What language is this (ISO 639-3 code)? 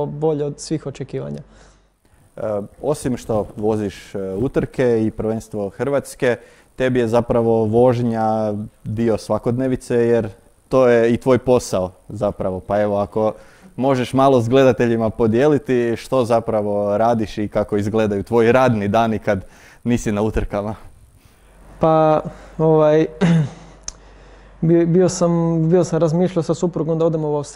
hrv